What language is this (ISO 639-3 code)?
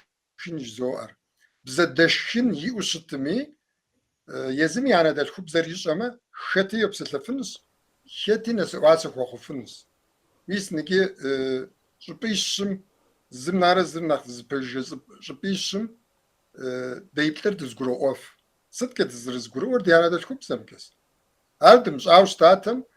kbd